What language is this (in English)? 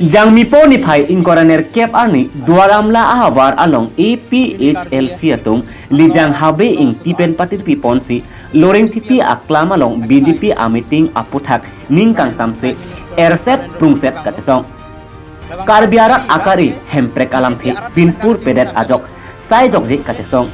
Karbi